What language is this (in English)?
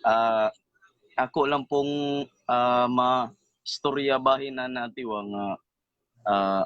Cebuano